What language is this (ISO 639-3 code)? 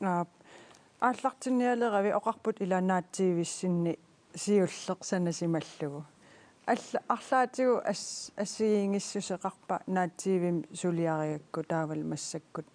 kal